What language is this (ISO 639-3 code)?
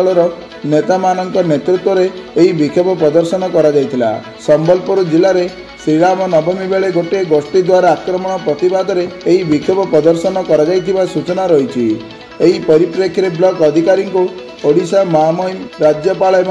ori